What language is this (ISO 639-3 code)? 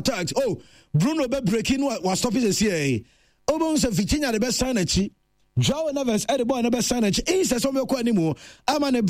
aka